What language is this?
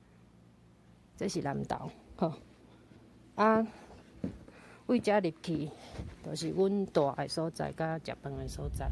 Min Nan Chinese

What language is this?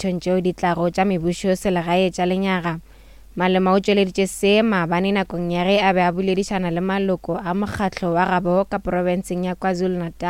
Northern Sotho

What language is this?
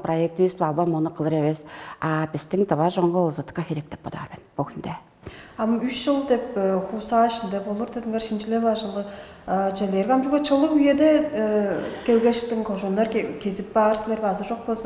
Tuvinian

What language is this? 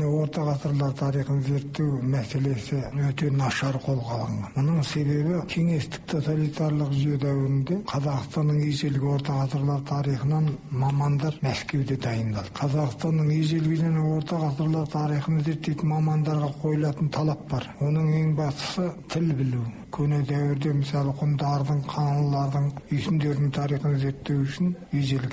Kazakh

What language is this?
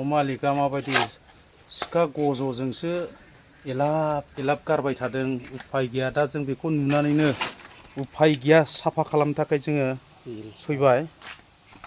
Bodo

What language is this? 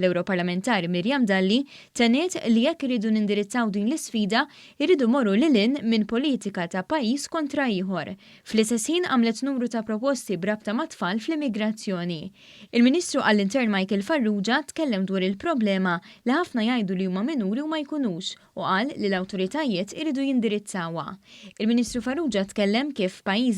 Maltese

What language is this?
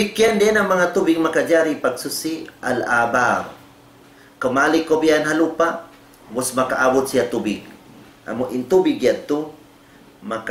Tausug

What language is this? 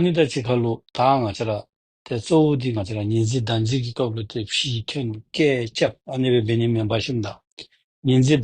Dzongkha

